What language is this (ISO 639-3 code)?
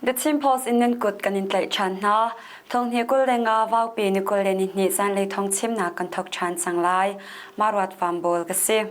cnh